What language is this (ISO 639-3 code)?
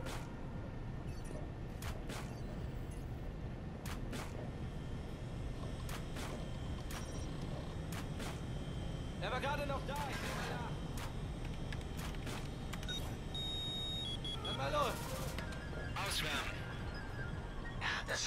deu